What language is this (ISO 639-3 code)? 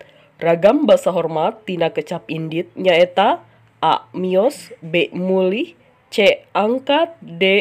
sun